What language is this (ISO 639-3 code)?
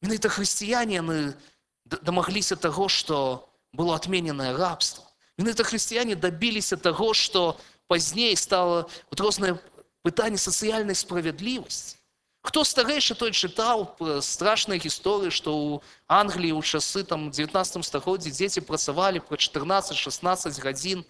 bel